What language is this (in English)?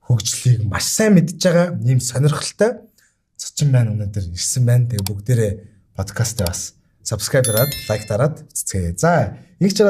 Mongolian